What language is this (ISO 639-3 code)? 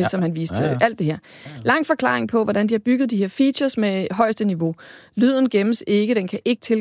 dan